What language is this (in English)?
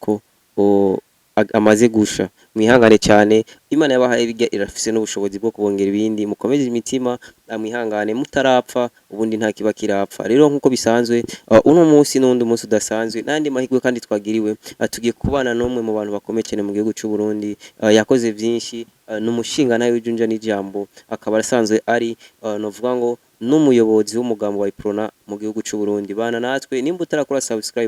Rundi